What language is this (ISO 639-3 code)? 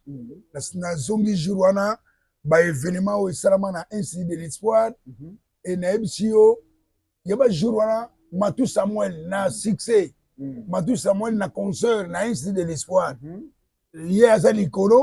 lin